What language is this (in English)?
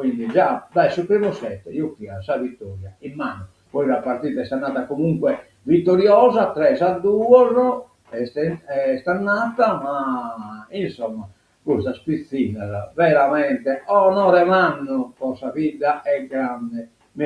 Sardinian